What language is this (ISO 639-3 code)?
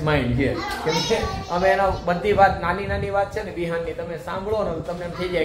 guj